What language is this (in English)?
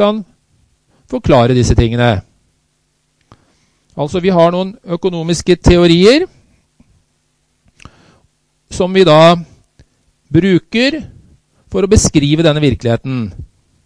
Norwegian